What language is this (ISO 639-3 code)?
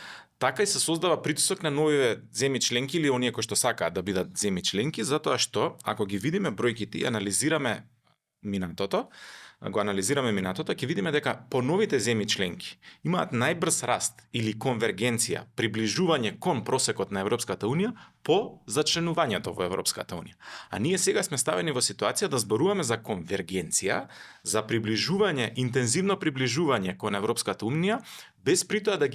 mkd